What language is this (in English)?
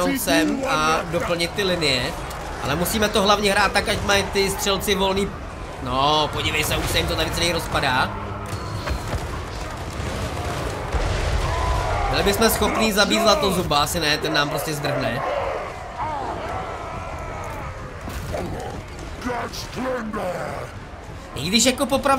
Czech